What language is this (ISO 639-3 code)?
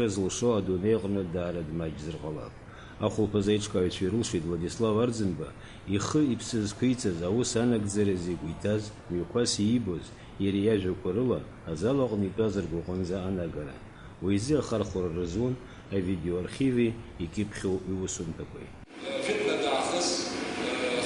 abk